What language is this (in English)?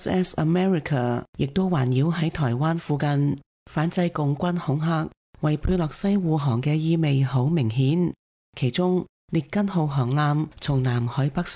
Cantonese